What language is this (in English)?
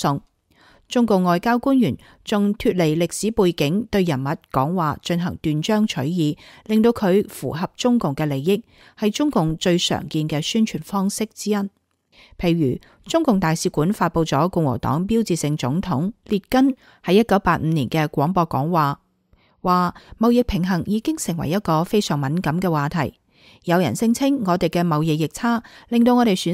Cantonese